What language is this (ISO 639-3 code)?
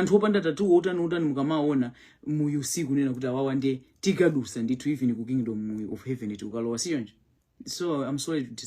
nya